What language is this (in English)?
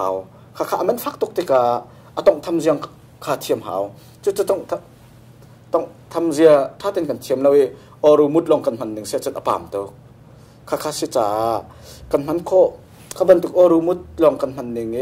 Hakha Chin